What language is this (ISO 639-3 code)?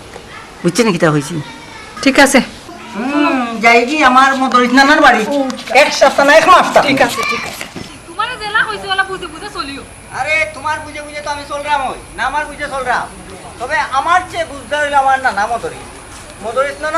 syl